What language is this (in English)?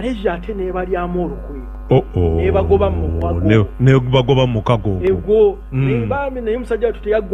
Ganda